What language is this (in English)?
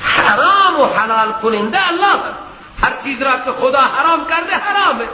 Persian